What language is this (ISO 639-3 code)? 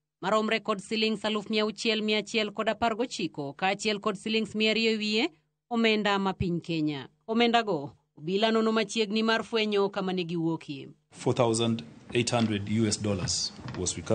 luo